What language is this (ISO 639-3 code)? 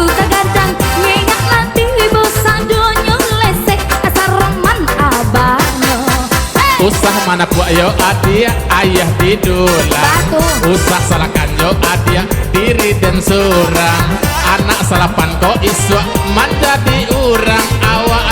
min